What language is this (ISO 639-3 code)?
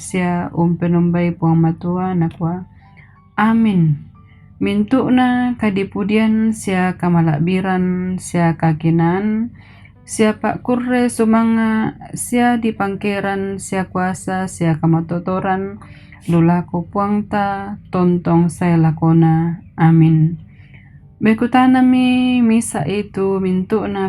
sda